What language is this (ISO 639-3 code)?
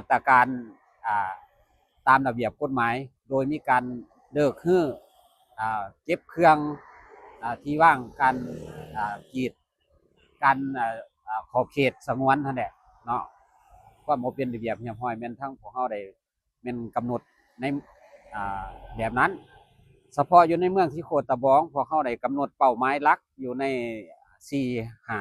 lao